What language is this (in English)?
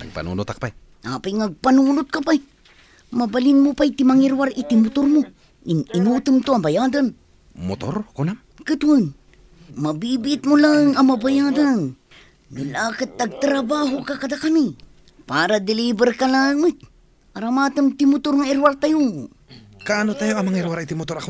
Iloko